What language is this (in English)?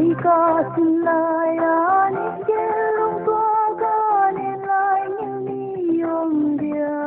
Paite Chin